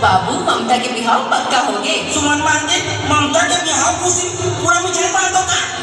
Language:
Chhattisgarhi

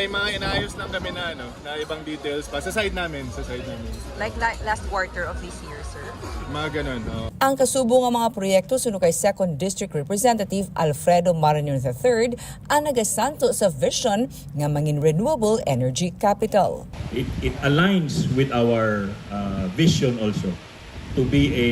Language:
Hiligaynon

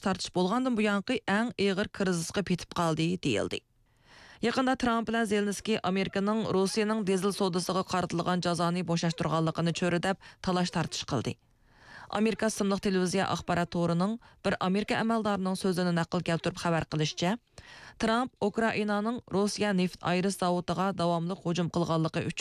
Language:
Uyghur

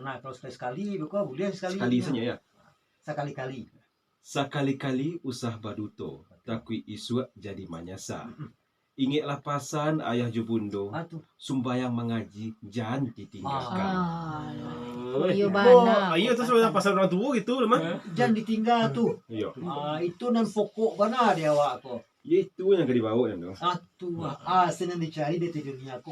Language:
Minangkabau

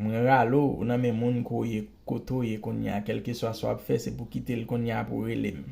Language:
Haitian Creole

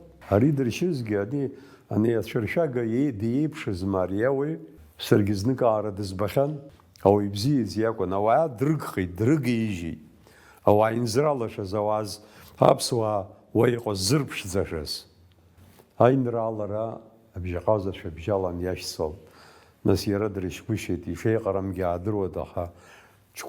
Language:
Abkhazian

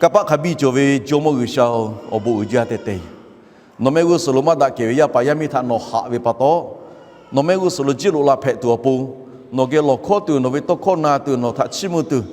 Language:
Lahu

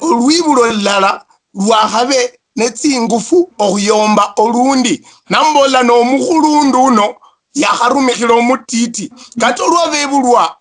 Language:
Luyia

